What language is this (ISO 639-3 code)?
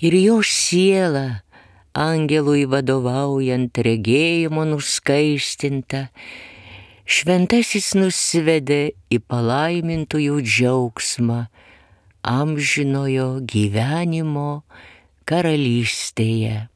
lit